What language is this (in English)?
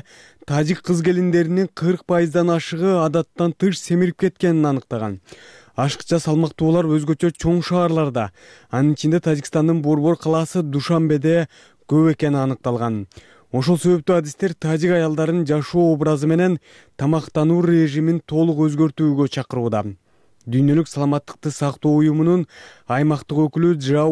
Kyrgyz